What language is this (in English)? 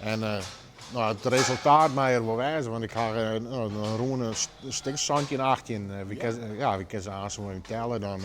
Western Frisian